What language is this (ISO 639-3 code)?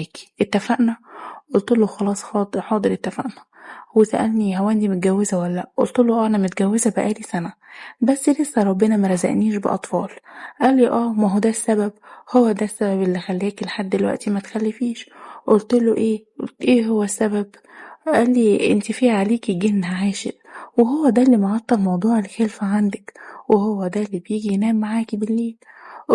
arz